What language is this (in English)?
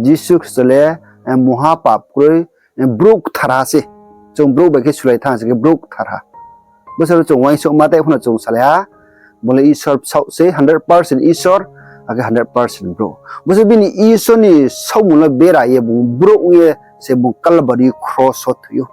Riang (India)